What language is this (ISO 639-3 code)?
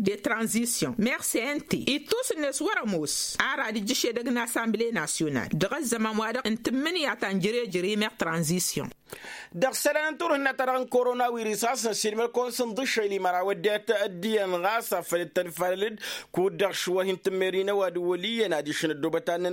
taq